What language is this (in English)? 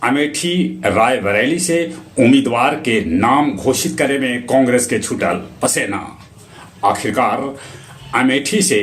Magahi